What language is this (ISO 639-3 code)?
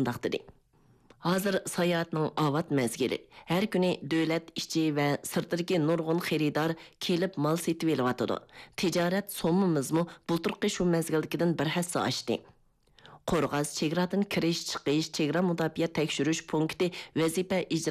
uig